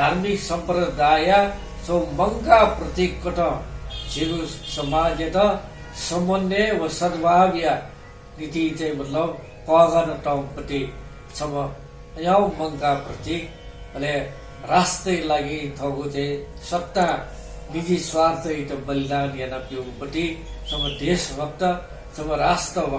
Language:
Newari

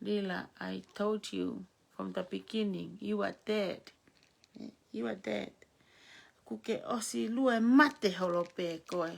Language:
Tongan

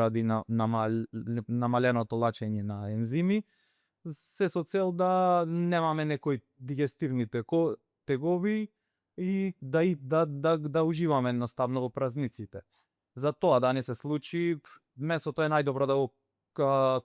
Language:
Macedonian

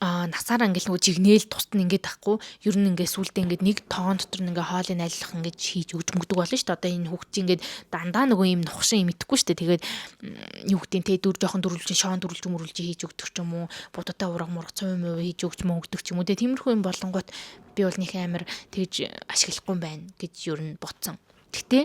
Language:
Mongolian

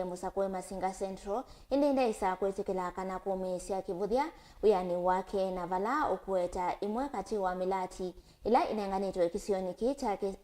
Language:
Kamba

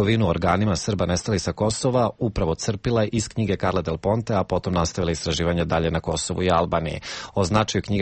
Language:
Serbian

